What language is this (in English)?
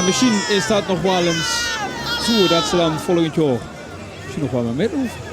Limburgish